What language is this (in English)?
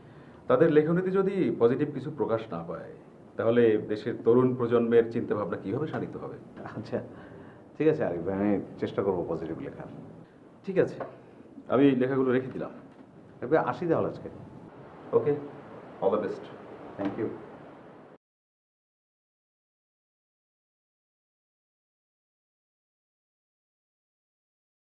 Bangla